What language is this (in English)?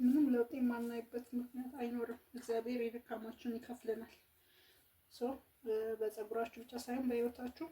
Amharic